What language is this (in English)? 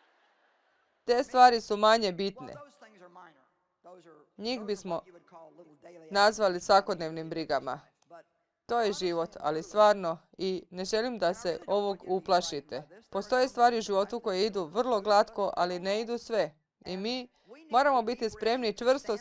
Croatian